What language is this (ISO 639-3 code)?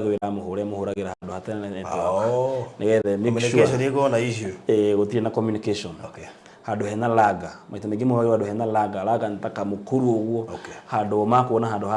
kik